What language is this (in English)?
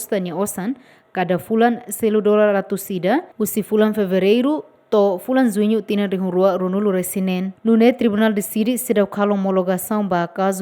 Tetum